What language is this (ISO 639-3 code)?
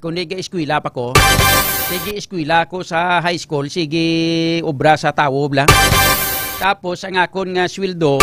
hil